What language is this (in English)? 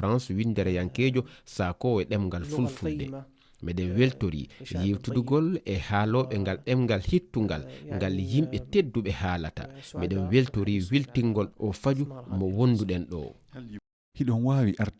Fula